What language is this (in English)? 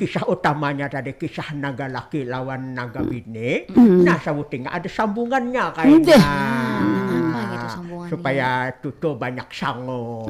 Banjar